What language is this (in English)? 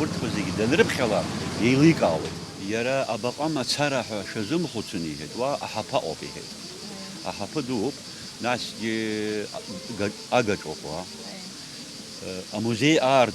Abkhazian